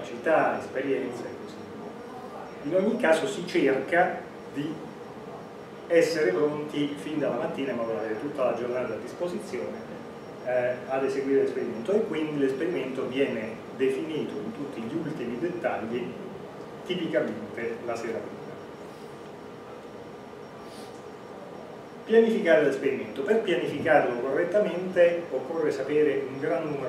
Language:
Italian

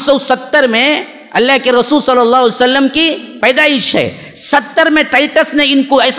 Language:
Urdu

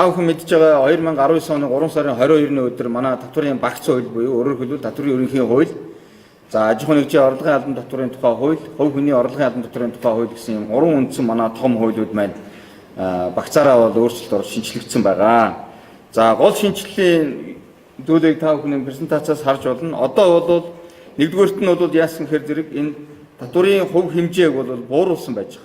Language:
Mongolian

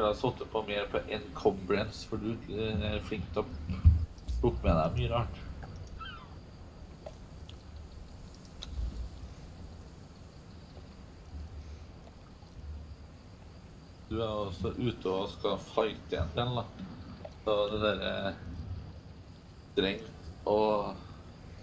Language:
Norwegian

